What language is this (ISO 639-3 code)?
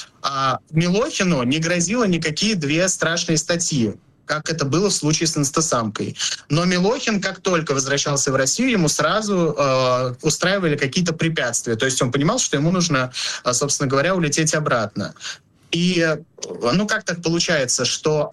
rus